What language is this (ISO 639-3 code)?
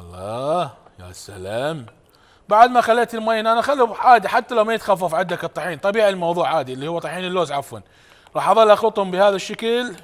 acm